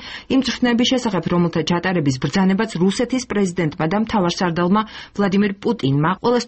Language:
Georgian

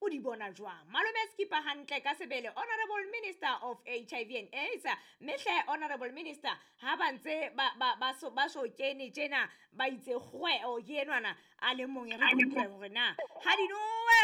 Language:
Southern Sotho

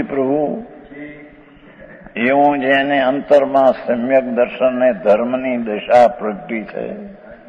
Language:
Gujarati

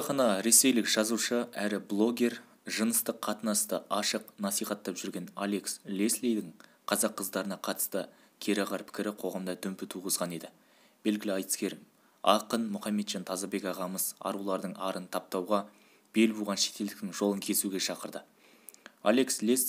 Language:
Kazakh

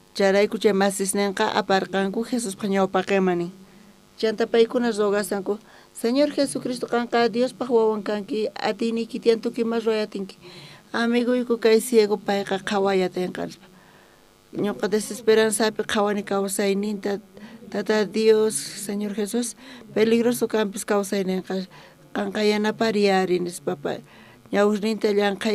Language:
South Bolivian Quechua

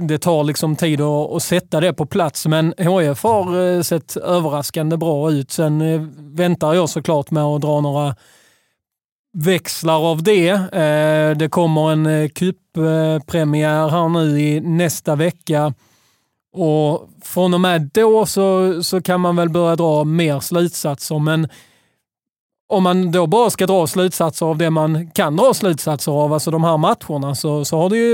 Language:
Swedish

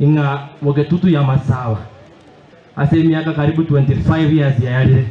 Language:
Gusii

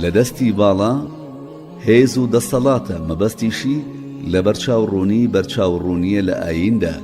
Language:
Central Kurdish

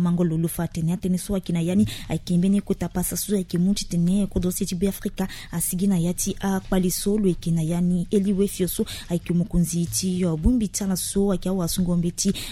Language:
Sango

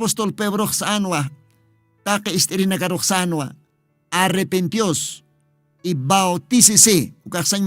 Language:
Aymara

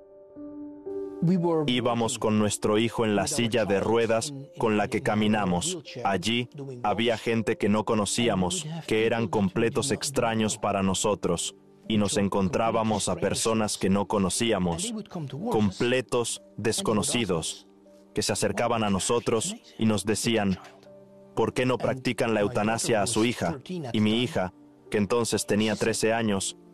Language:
Spanish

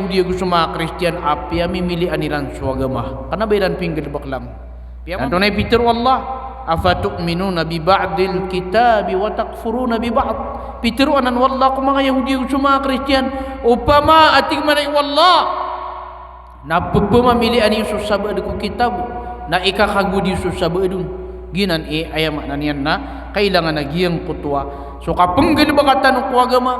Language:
Maranao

